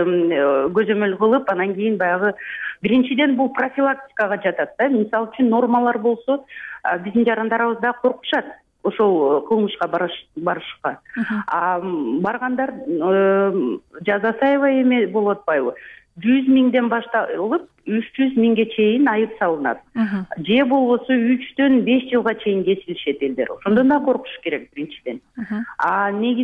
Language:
Kyrgyz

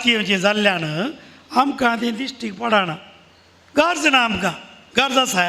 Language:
Konkani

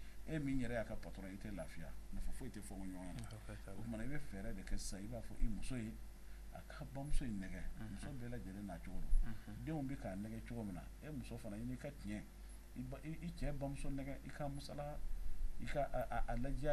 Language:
Bambara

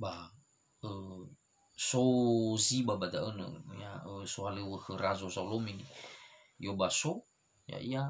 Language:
Nias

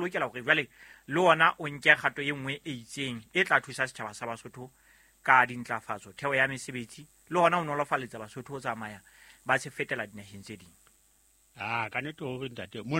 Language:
Southern Sotho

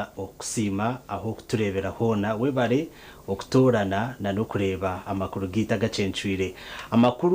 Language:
Nyankole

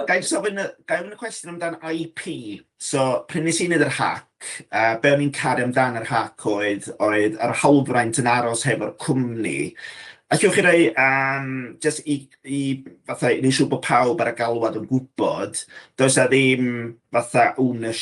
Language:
Welsh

